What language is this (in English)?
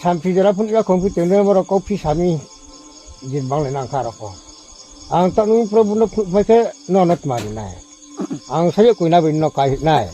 Riang (India)